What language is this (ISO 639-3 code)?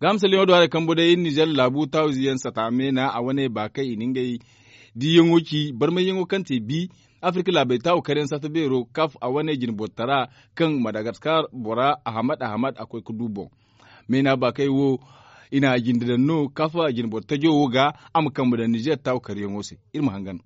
dje